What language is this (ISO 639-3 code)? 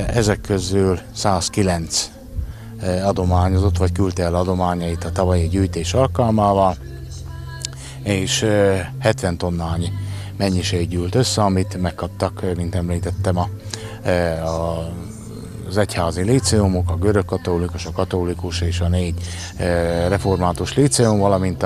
hun